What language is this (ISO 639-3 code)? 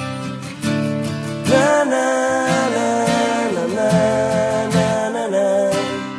eus